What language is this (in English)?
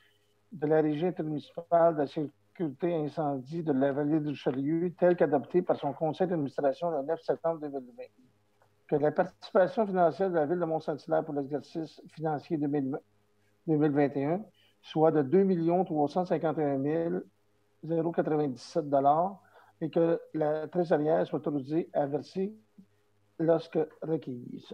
French